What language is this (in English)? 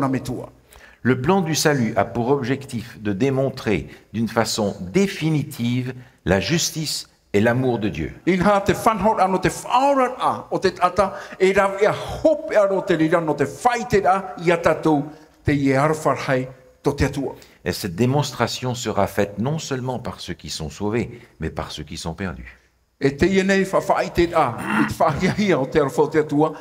Tahitian